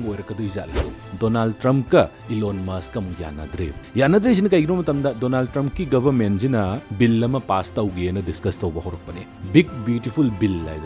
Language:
Manipuri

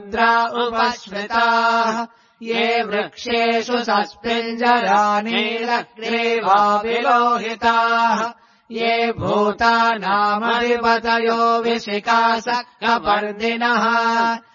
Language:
Sanskrit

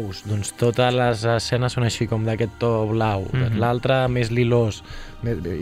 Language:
Catalan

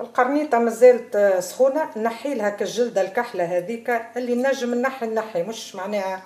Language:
Tunisian Arabic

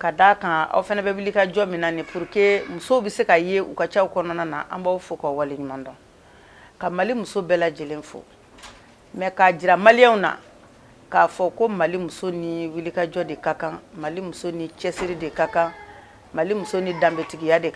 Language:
Bambara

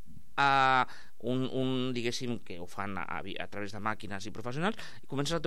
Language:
Catalan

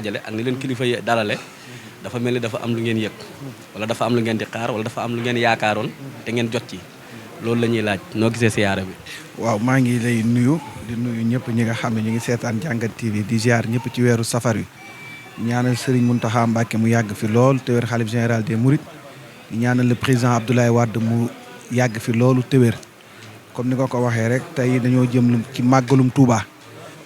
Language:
Wolof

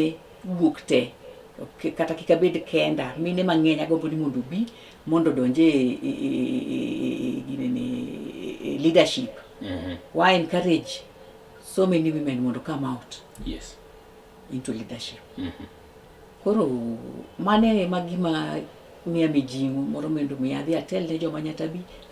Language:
Luo (Kenya and Tanzania)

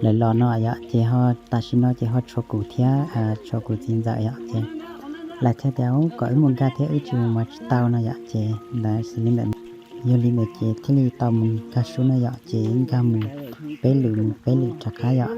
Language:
Hmong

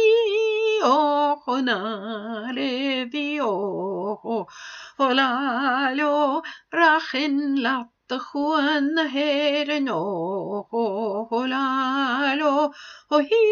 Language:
Southern Sotho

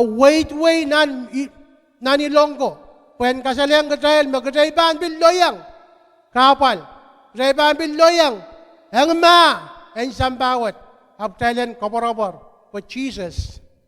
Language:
Pohnpeian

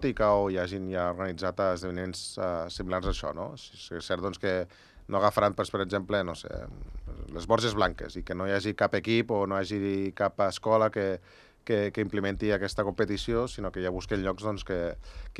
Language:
Catalan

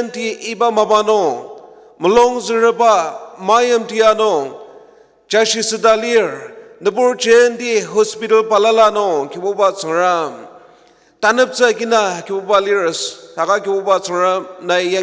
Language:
Ao Naga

